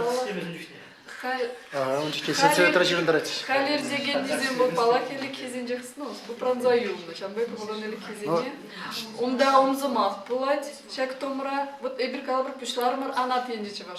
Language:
Chuvash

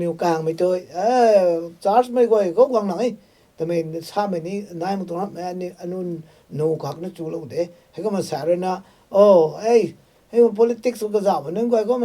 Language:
Rongmei Naga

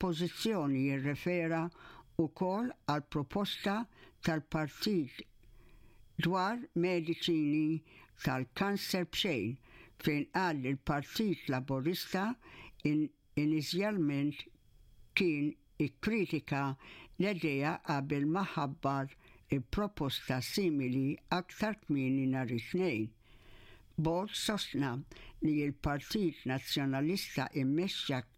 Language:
Maltese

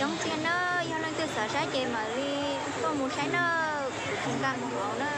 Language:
Hmong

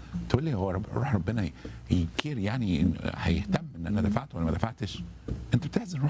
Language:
Egyptian Arabic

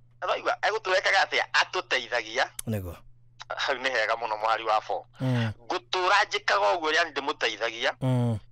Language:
Kikuyu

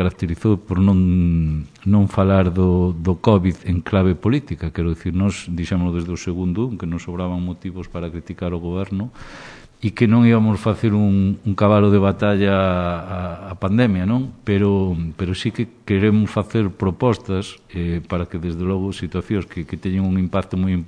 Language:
Galician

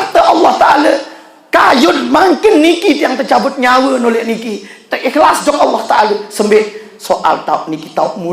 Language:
Sasak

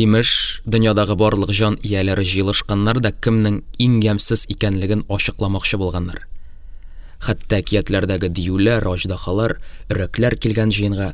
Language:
Tatar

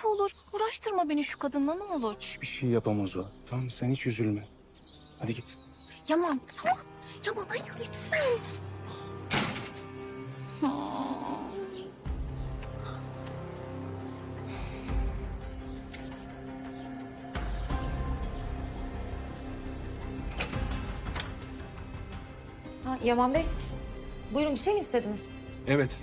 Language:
Turkish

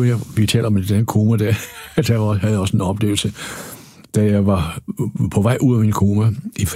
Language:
Danish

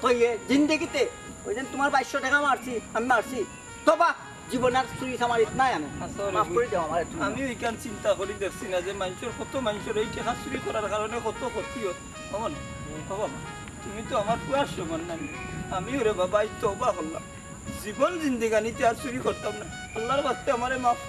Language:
Sylheti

